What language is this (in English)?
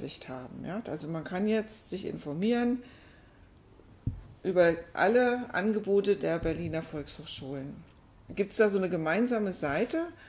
German